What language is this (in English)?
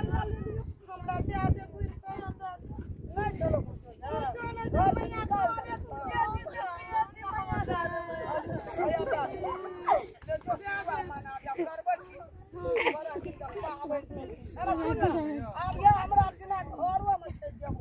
Maithili